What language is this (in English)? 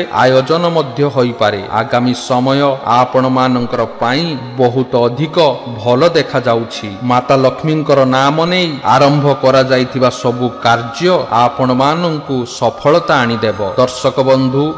Odia